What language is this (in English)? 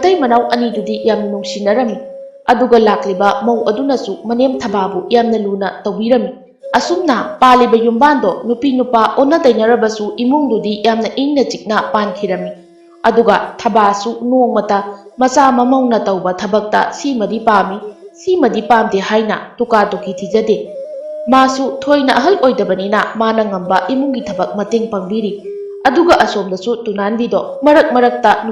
Manipuri